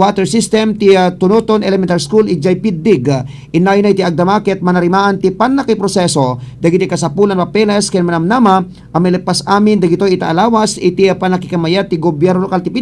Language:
Iloko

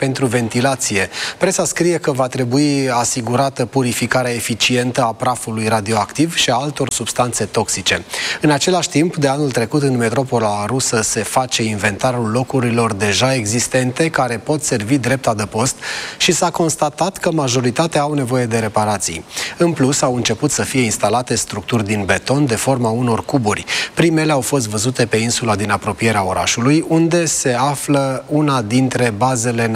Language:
Romanian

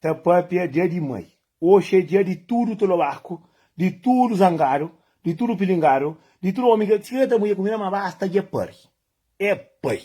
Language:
Kabuverdianu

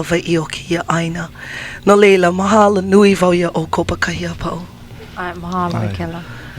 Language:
Hawaiian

